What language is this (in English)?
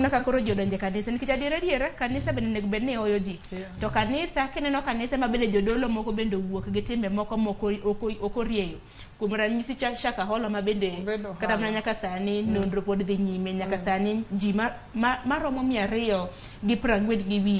Luo (Kenya and Tanzania)